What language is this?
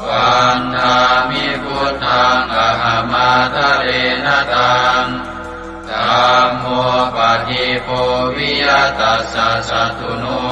Pali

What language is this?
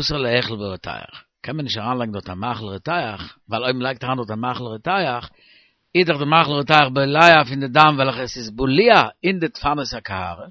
Yiddish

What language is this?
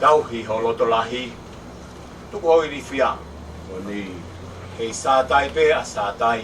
Tongan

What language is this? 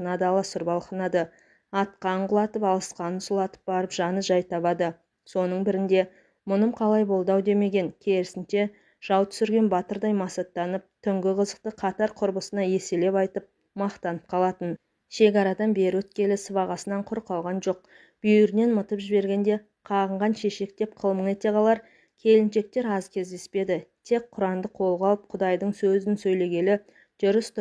Kazakh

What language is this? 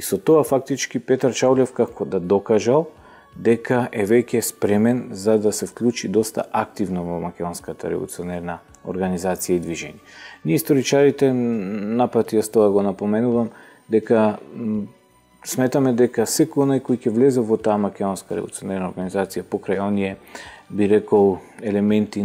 Macedonian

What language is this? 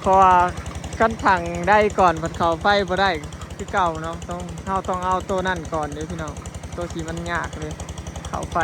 Northeastern Thai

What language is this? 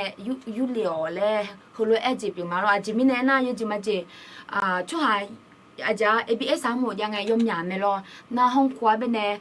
Akha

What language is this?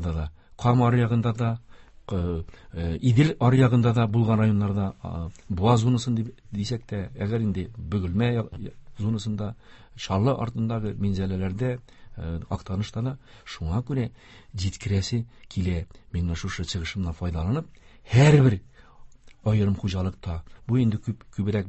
Tatar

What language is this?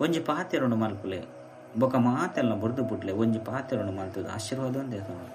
Tulu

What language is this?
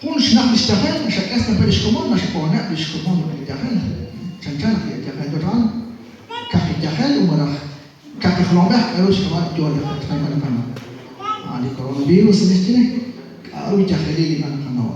Kekchí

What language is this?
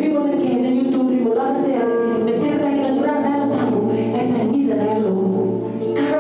Fijian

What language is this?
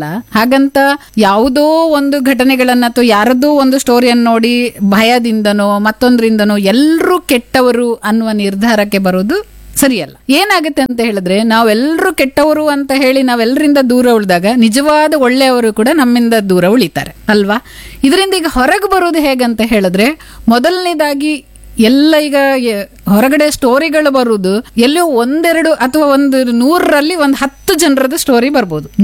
Kannada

